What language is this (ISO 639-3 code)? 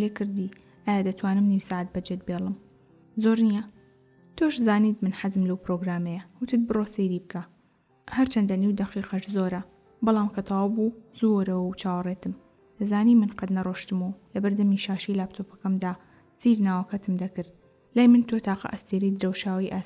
ckb